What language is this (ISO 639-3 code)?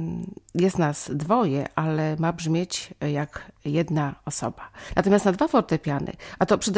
pol